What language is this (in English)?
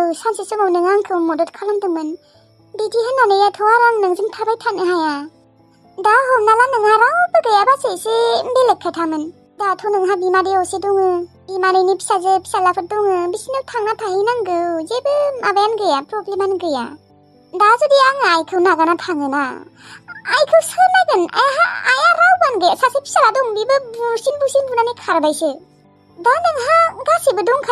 Bodo